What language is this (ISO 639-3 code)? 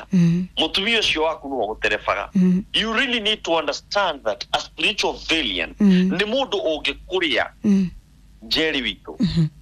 kik